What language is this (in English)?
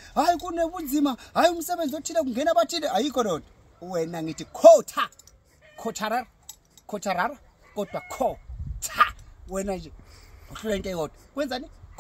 Zulu